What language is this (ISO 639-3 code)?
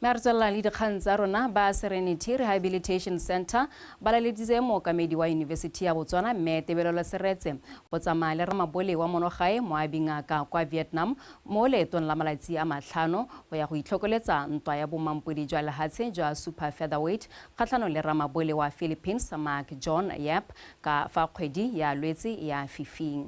tsn